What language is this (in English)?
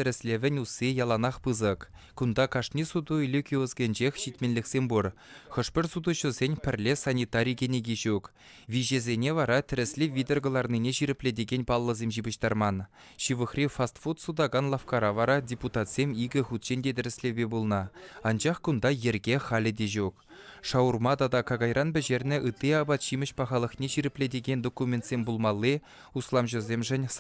Chuvash